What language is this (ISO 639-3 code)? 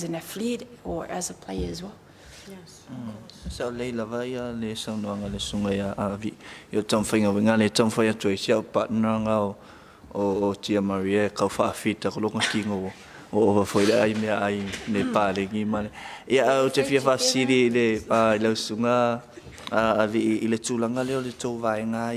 smo